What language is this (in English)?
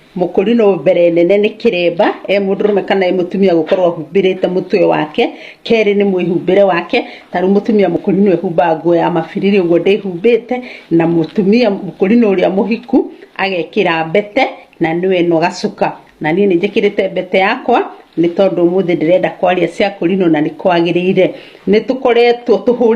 Kikuyu